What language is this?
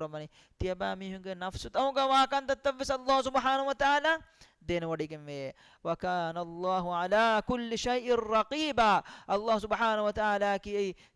Divehi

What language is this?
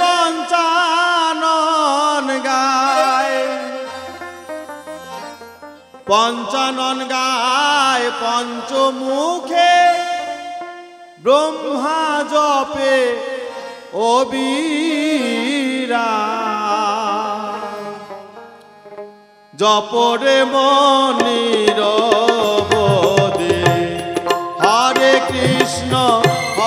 Bangla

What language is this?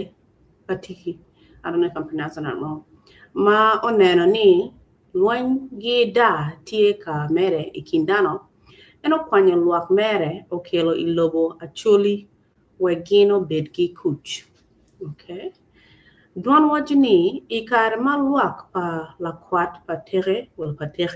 Acoli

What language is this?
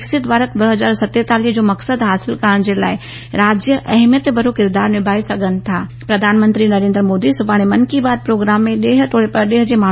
Sindhi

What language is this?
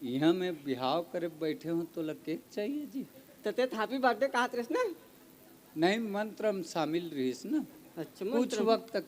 Chhattisgarhi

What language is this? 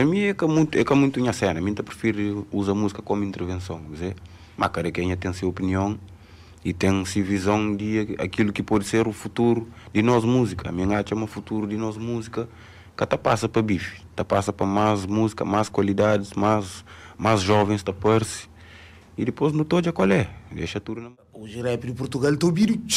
Kabuverdianu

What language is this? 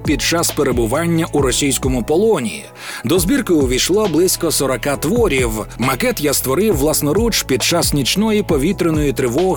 Ukrainian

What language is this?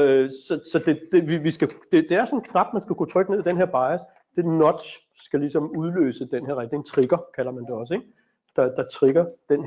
Danish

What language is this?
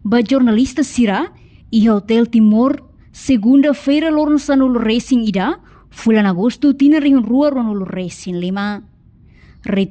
Tetum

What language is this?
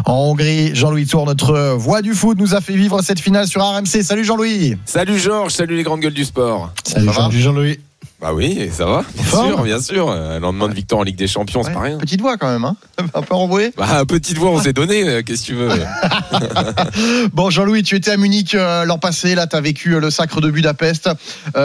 French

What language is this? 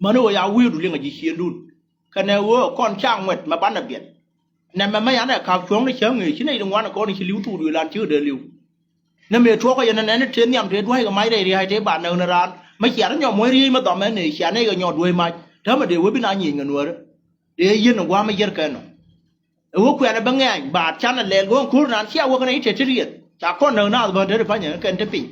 Nuer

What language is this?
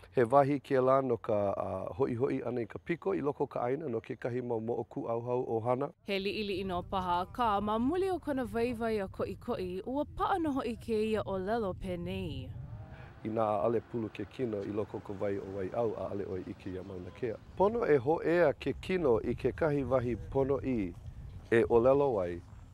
Hawaiian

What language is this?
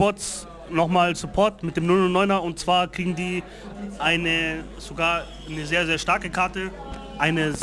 German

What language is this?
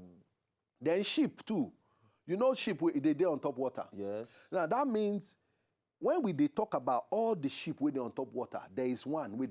Nigerian Pidgin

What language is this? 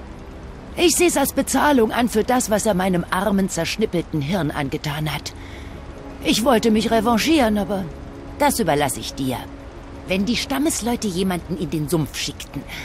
German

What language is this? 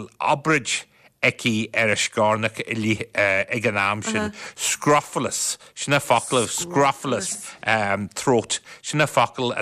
Irish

